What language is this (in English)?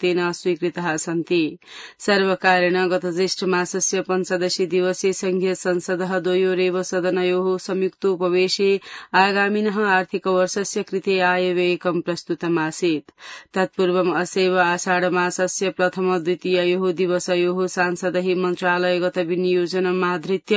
Sanskrit